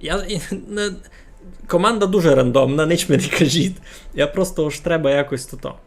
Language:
Rusyn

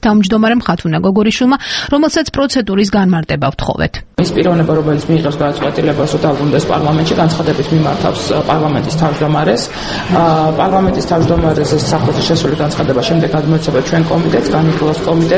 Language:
Georgian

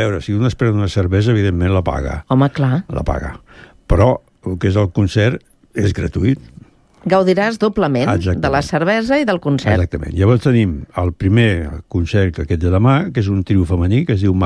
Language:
Catalan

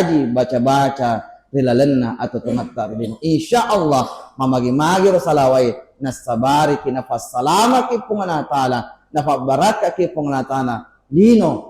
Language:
Buginese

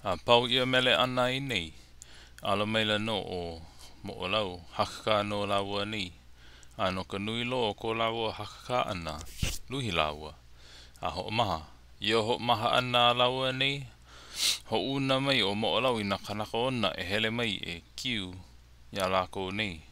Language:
Hawaiian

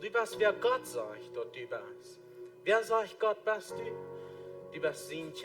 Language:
Plautdietsch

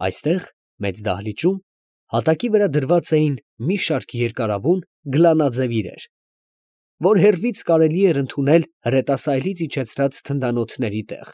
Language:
Armenian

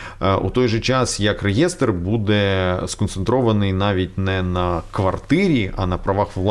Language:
Ukrainian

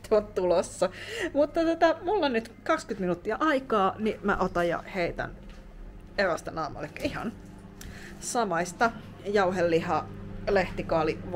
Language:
Finnish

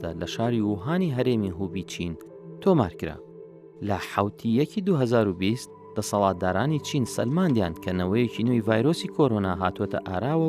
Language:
Central Kurdish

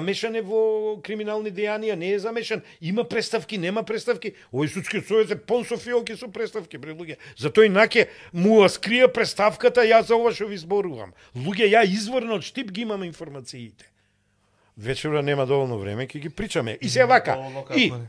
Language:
Macedonian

